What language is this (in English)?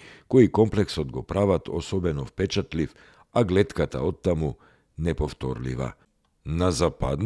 Macedonian